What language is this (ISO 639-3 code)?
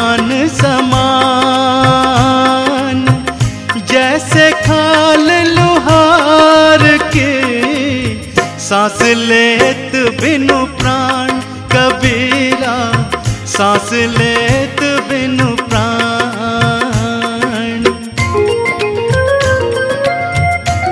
hin